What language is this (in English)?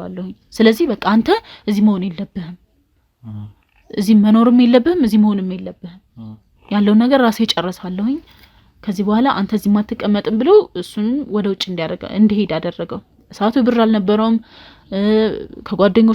Amharic